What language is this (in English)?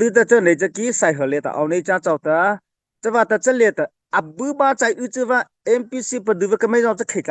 Mara Chin